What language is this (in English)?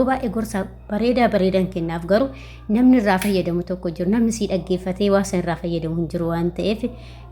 Oromo